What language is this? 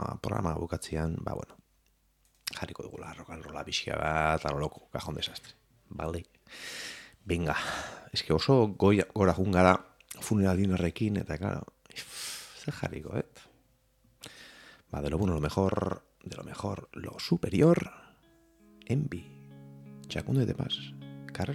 Basque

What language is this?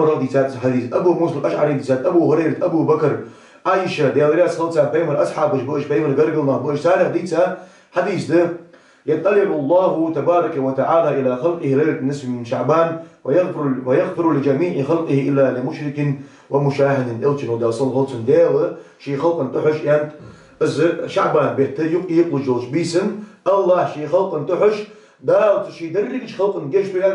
Ingush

